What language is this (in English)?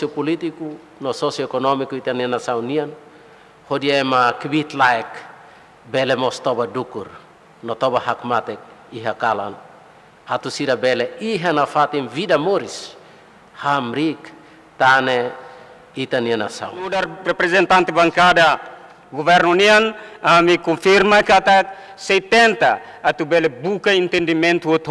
Tetum